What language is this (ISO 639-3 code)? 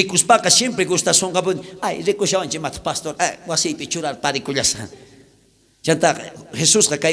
quh